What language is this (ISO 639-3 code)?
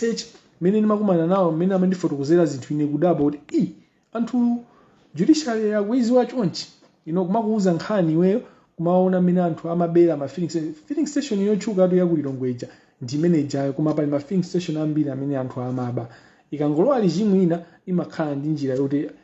nya